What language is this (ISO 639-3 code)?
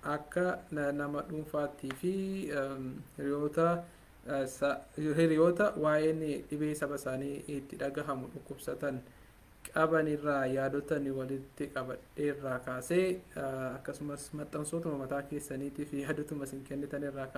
orm